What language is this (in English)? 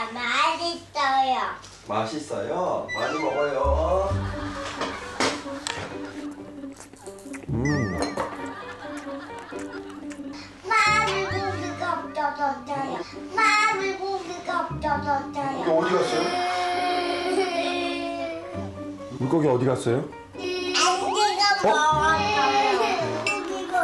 Korean